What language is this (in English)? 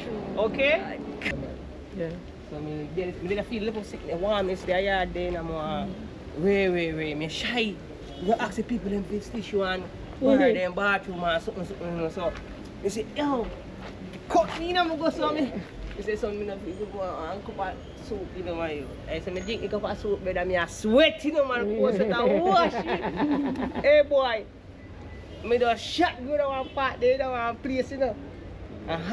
Jamaican Creole English